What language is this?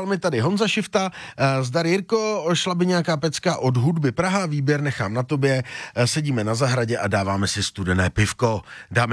Czech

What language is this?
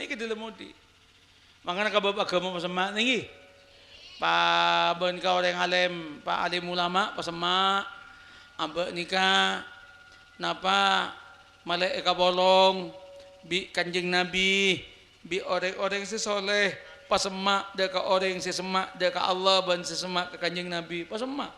Madurese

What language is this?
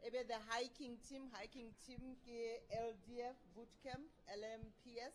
Southern Sotho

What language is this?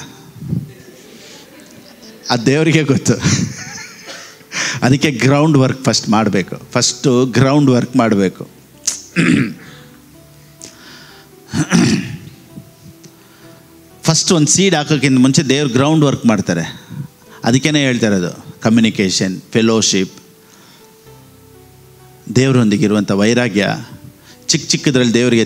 Kannada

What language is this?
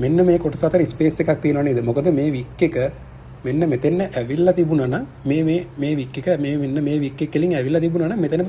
Sinhala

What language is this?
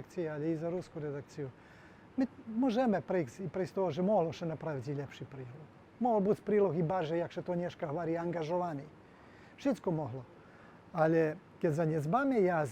Rusyn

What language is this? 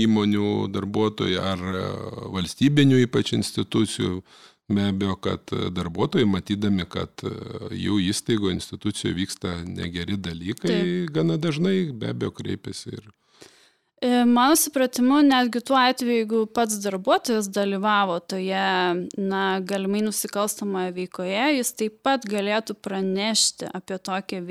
Lithuanian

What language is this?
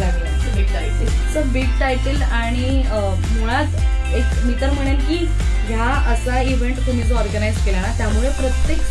Marathi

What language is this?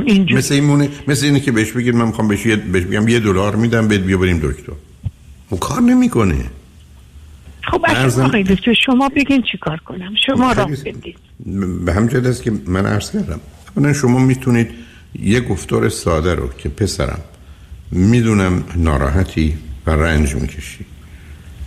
Persian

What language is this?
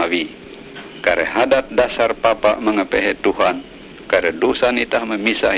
Ngaju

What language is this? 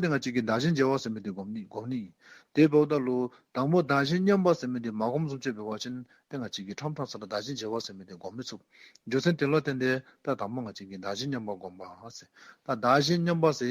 Dzongkha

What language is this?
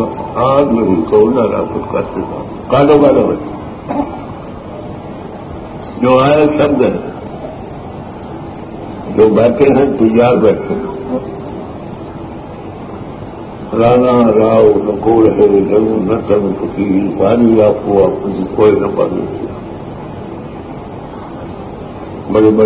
Urdu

